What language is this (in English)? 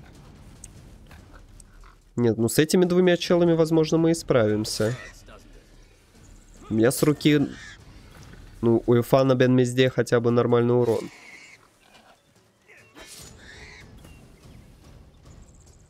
Russian